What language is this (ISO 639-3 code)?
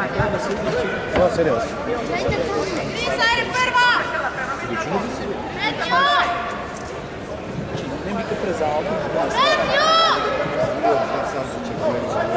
bul